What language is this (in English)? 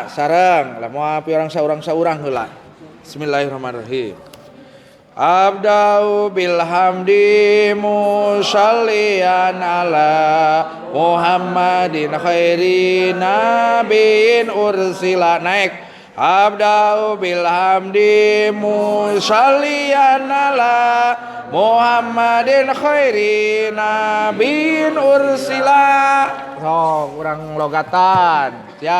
Sundanese